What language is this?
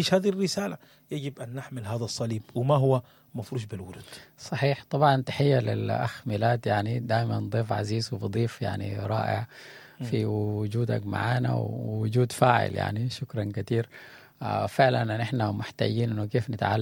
Sudanese Arabic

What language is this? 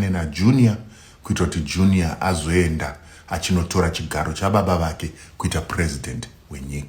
Shona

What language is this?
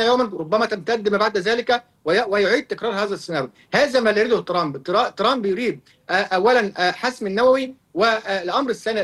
Arabic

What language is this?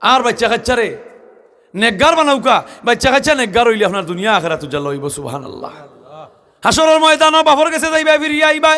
Sylheti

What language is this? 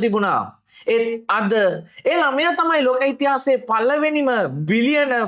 Sinhala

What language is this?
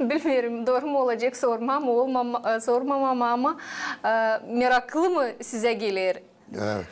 Gagauz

